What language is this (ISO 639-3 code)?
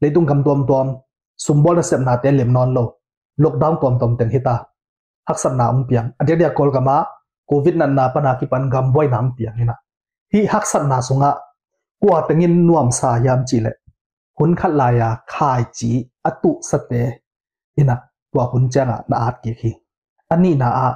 ctd